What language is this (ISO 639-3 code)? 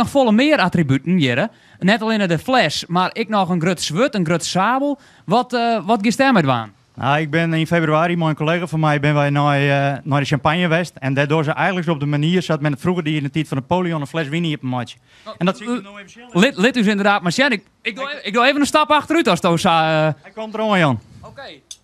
fry